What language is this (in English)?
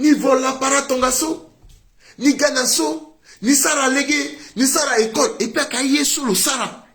Sango